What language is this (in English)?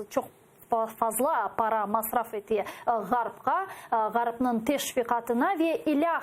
Crimean Tatar